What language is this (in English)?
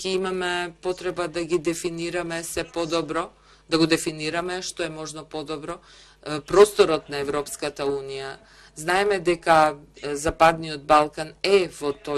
Macedonian